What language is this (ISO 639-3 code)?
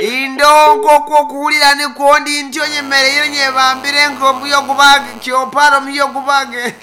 nyn